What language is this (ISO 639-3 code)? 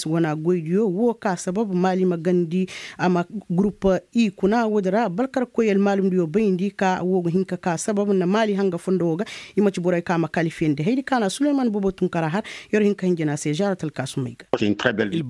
ses